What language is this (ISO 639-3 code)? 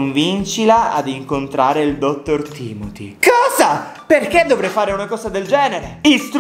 ita